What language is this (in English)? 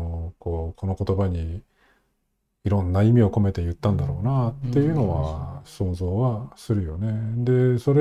Japanese